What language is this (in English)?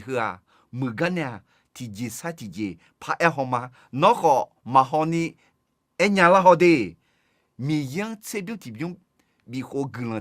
Akha